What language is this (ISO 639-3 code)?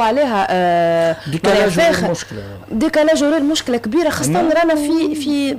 aeb